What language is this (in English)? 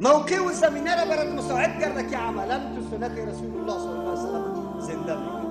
Tajik